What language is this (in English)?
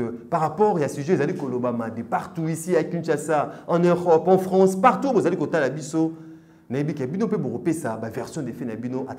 French